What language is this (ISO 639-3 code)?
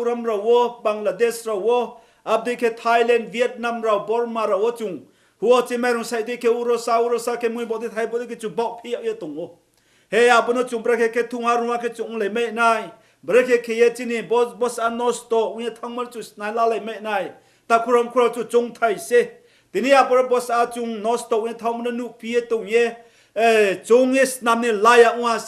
ria